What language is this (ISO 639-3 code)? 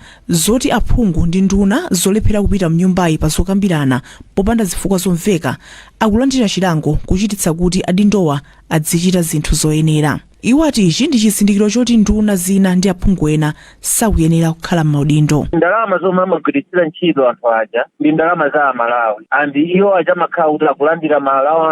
nya